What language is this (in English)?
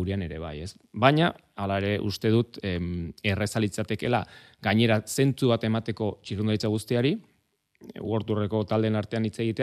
Basque